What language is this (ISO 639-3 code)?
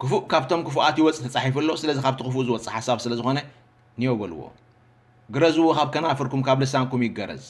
tir